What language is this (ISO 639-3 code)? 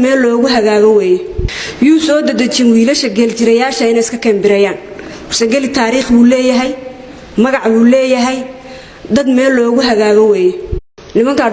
som